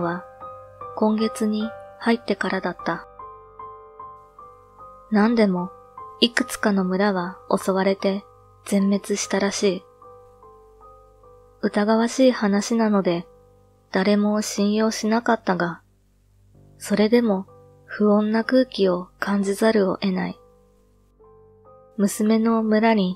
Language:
Japanese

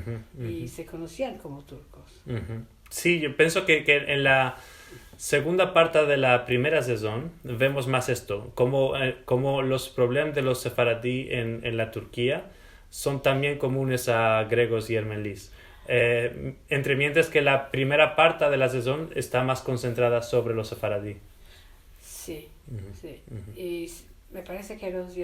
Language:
Ladino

